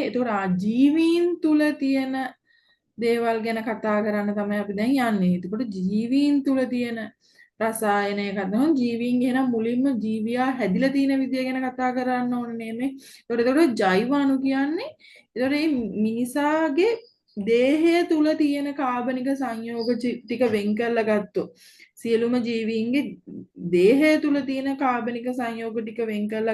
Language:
Sinhala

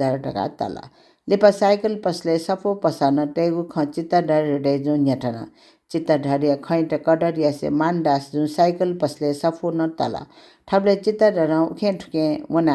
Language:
Newari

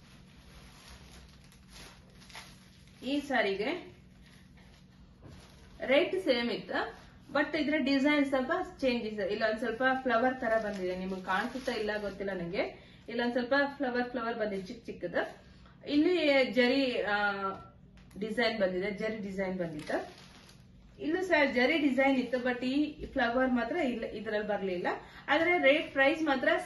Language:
Kannada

